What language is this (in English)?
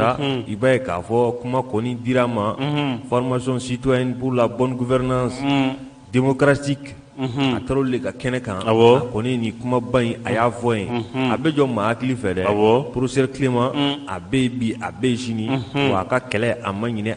Bambara